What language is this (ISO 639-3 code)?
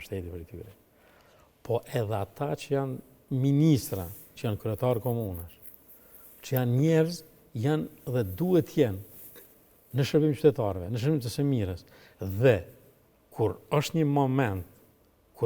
sqi